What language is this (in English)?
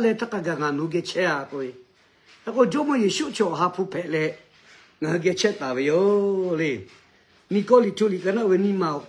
Lahu